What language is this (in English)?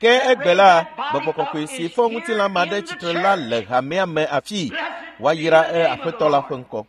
Ewe